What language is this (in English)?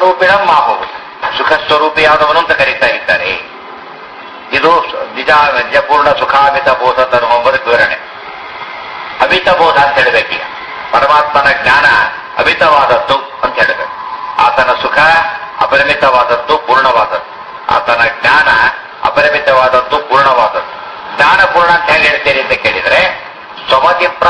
Kannada